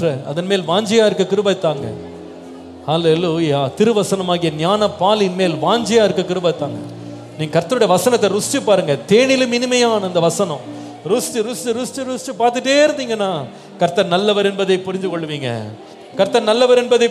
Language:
Tamil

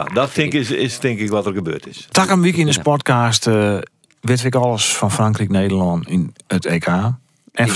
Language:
Western Frisian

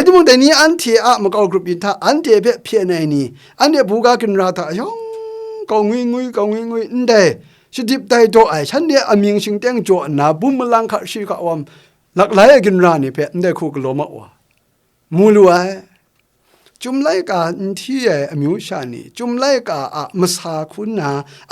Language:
Kachin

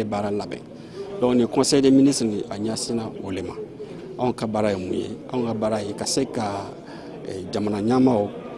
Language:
Bambara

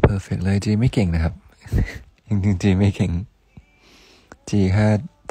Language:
Thai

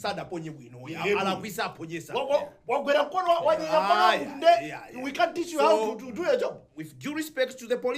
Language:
Nyanja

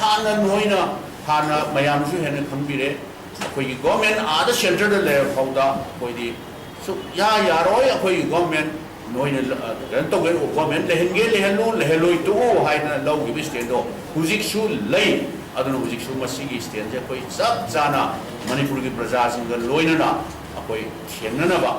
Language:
Manipuri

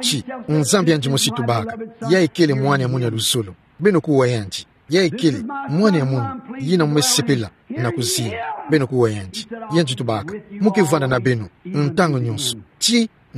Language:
Kituba (Democratic Republic of Congo)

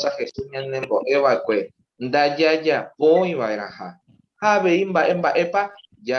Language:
Guarani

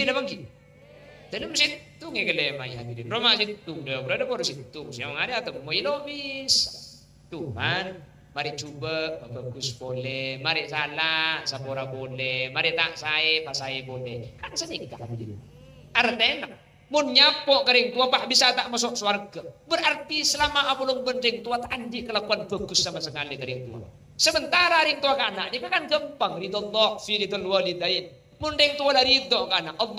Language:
Madurese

